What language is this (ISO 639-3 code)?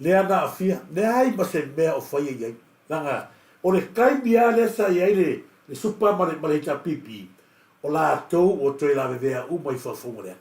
smo